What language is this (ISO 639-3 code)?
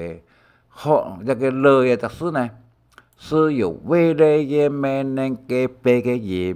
hak